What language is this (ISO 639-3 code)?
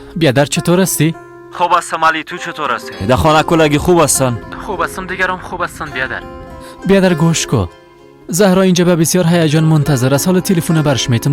fas